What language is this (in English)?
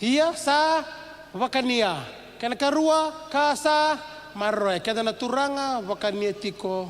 Fijian